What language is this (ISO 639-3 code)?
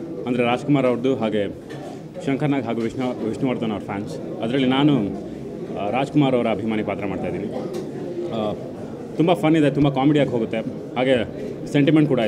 kan